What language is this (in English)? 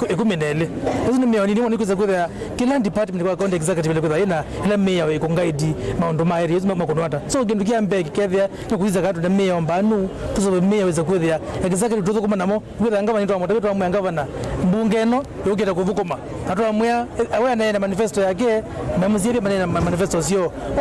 Kamba